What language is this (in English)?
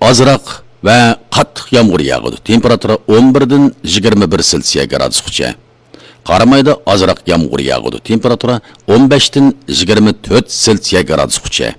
Uyghur